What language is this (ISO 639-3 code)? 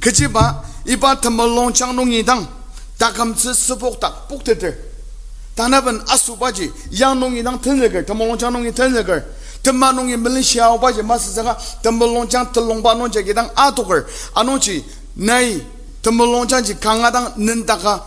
njo